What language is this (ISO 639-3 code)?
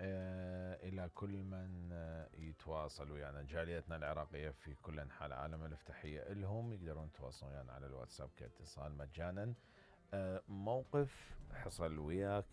acm